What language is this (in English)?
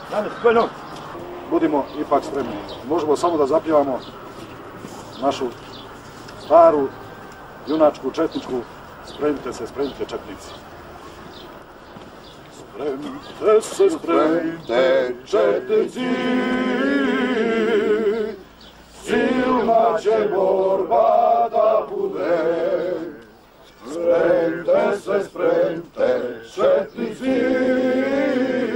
Bosnian